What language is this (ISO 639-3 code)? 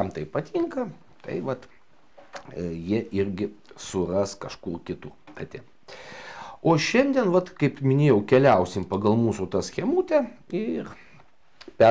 lit